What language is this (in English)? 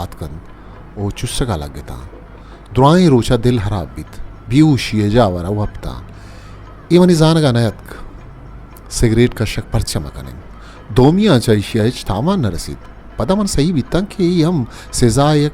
Baluchi